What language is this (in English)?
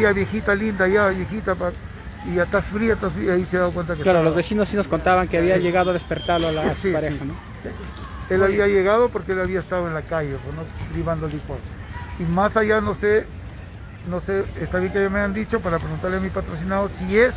Spanish